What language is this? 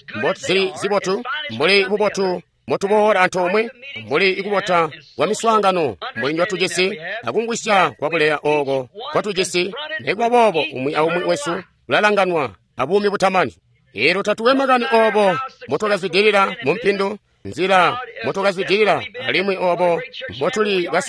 Tonga (Zambia)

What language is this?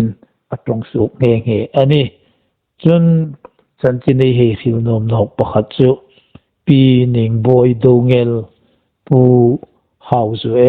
Hmar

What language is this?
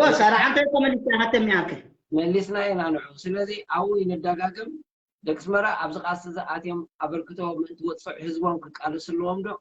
Tigrinya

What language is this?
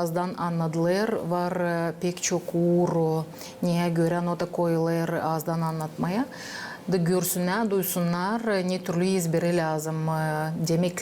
Gagauz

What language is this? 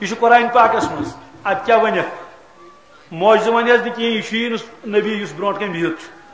Kashmiri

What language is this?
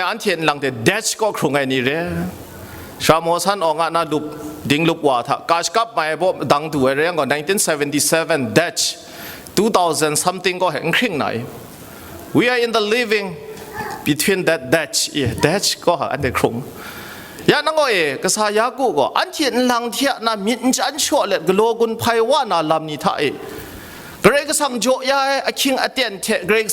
Kachin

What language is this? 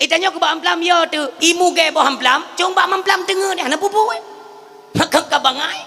Achinese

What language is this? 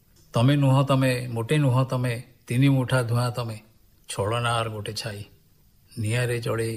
Odia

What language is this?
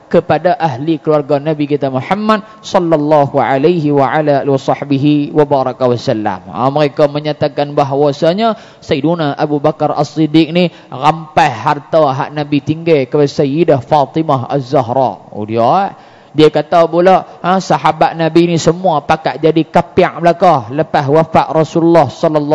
Malay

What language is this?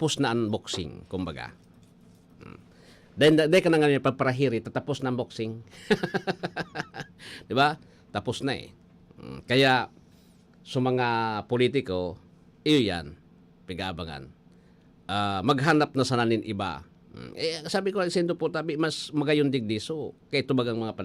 Bikol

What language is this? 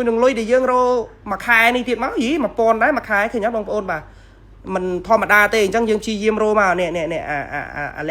Khmer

